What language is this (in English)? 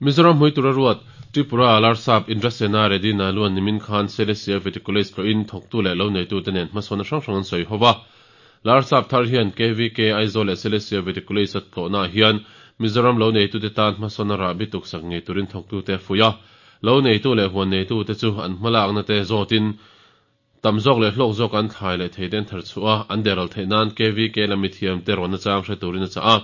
Mizo